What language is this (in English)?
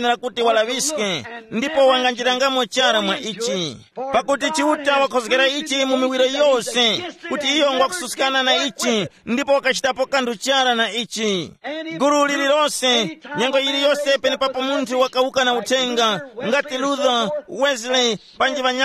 Tumbuka